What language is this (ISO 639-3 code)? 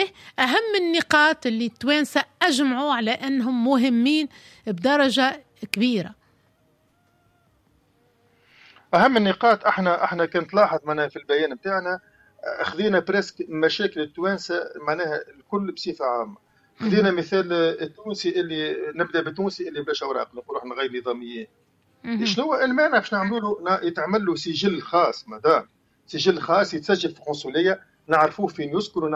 aeb